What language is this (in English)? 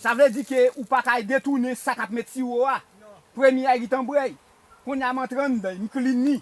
Haitian Creole